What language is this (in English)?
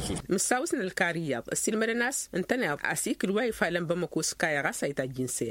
Tamasheq